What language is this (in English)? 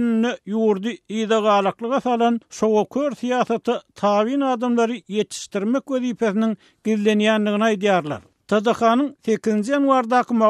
Turkmen